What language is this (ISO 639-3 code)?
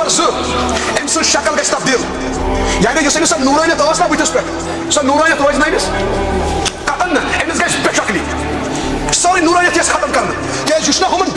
kas